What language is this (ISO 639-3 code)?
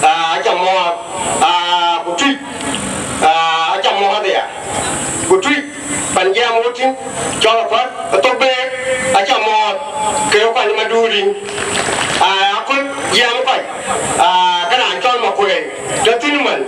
din